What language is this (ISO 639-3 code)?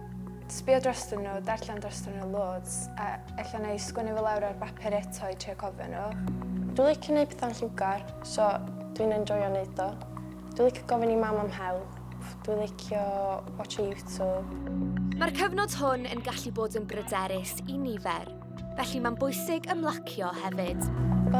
cym